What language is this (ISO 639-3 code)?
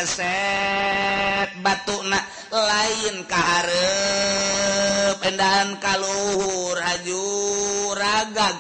sun